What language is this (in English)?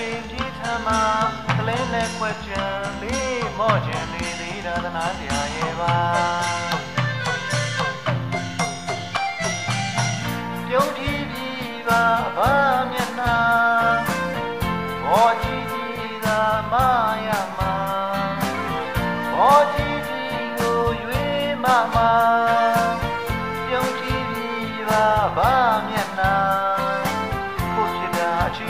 Burmese